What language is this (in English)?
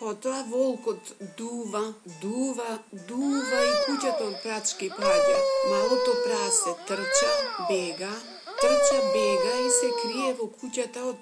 Macedonian